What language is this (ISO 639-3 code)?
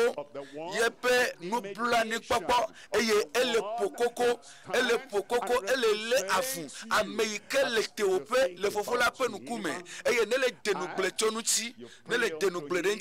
ewe